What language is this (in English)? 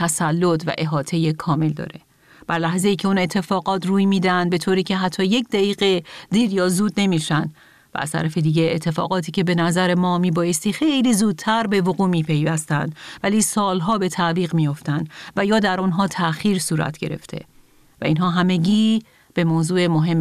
Persian